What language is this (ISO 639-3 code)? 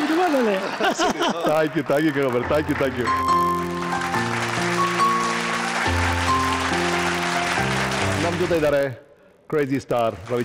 kan